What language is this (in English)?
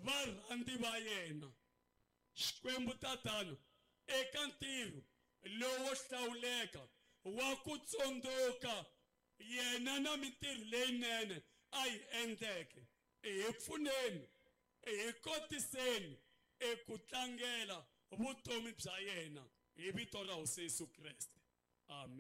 Tsonga